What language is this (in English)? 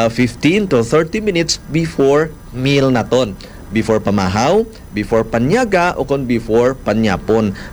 Hiligaynon